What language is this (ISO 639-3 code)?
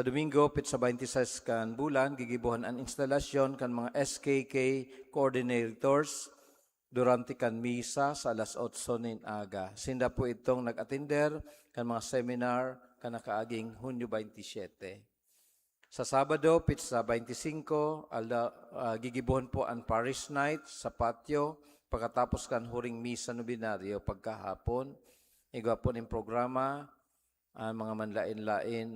bik